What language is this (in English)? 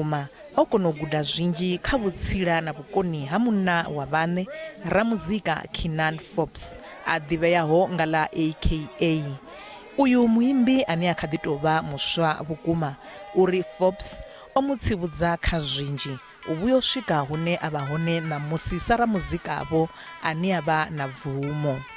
Venda